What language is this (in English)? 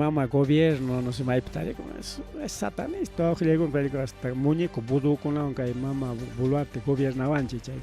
Ayacucho Quechua